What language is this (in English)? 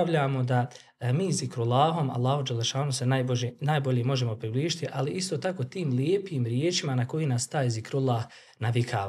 Bosnian